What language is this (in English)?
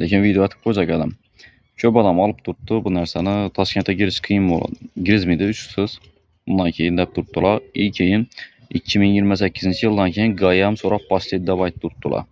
Uzbek